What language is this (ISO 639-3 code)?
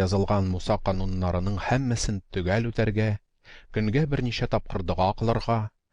tat